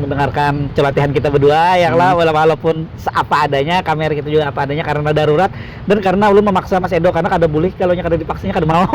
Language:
Banjar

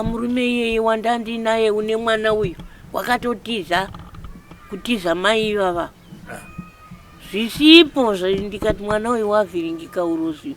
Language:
Shona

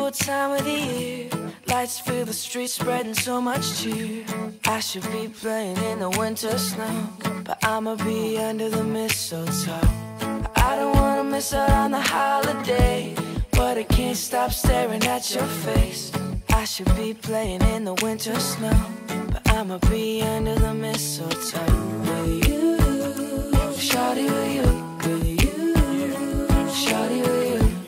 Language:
English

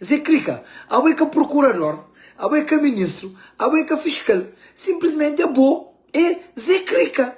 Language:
Kabuverdianu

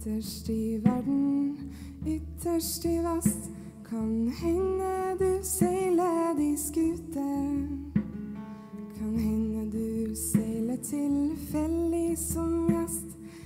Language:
Norwegian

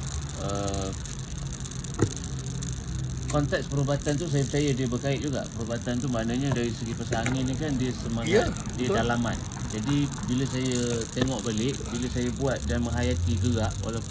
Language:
Malay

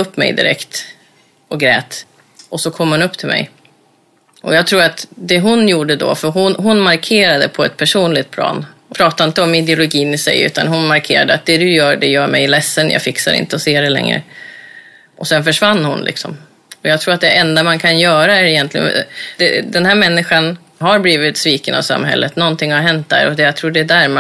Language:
Swedish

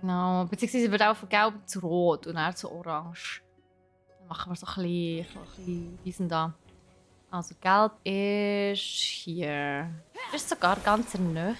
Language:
Swiss German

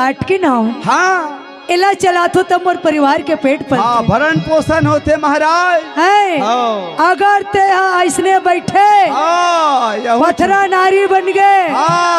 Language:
Chhattisgarhi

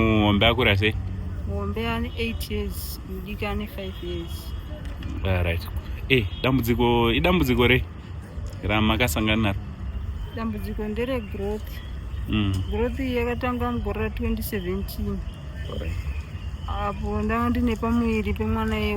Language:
Shona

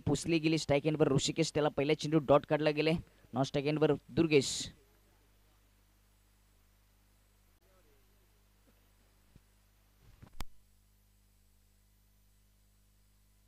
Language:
Marathi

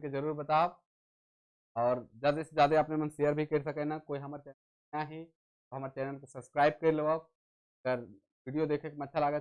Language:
Sadri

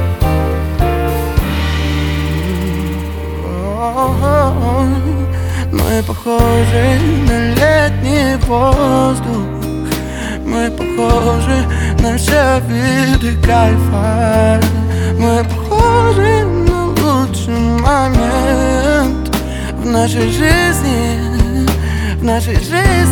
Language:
Russian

